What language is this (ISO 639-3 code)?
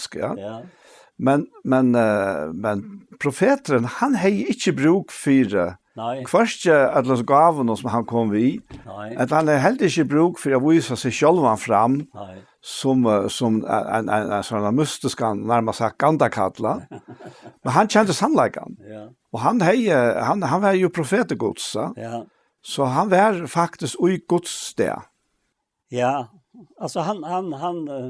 fao